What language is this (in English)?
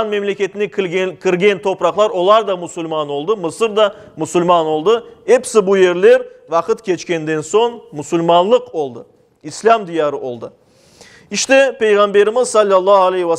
Crimean Tatar